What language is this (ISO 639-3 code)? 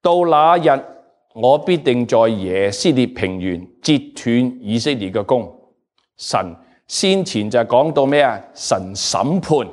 yue